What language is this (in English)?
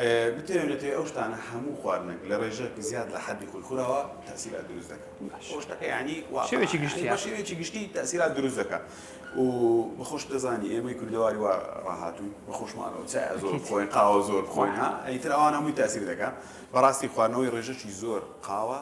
Central Kurdish